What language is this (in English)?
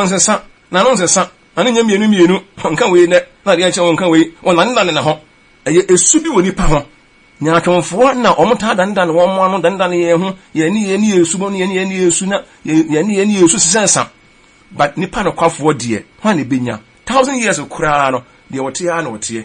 Akan